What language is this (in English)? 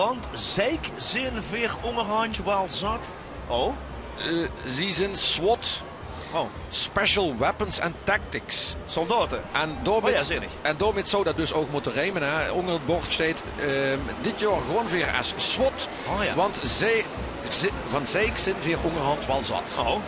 Limburgish